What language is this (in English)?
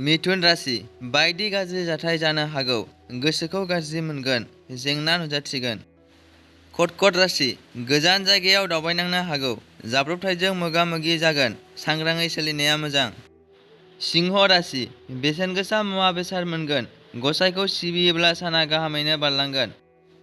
Bodo